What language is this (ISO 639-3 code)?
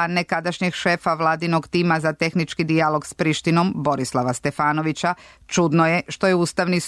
srp